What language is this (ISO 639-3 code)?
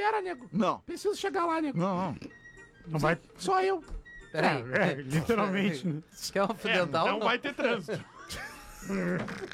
por